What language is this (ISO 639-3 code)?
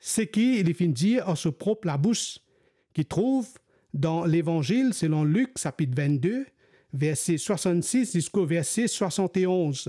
mfe